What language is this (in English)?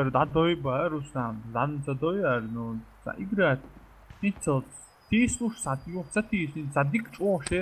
Chechen